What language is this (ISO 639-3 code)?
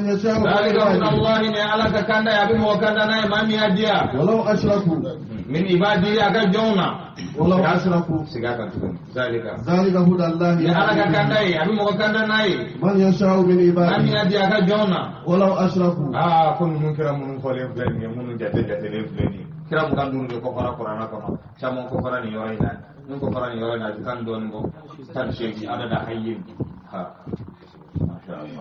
bam